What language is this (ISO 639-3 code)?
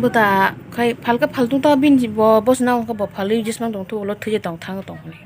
trp